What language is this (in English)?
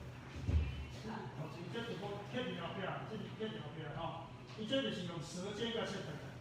Min Nan Chinese